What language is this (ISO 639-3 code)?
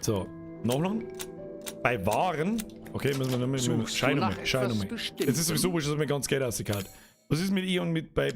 bar